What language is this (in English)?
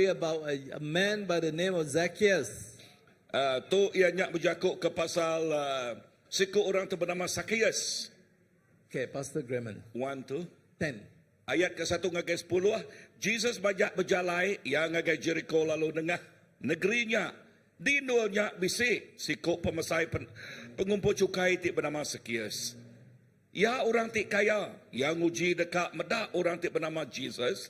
Iban